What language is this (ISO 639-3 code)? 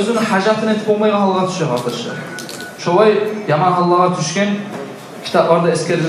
kum